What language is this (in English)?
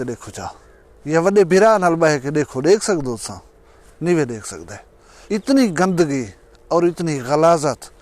Saraiki